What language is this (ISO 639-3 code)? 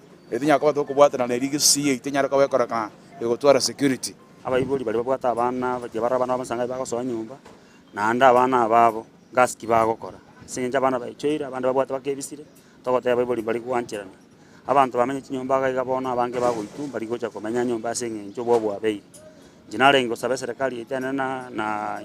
guz